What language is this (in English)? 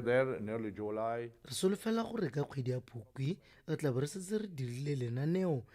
Tswana